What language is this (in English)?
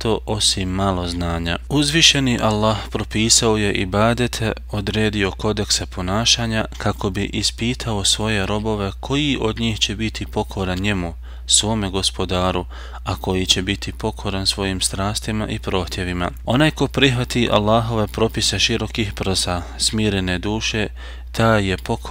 Bosnian